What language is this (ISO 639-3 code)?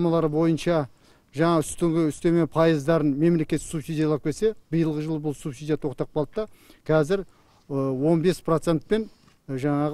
kaz